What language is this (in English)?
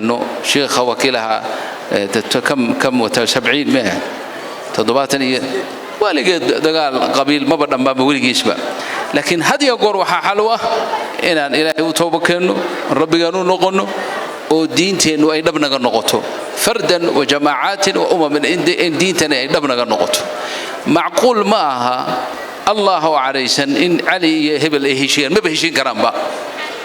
Somali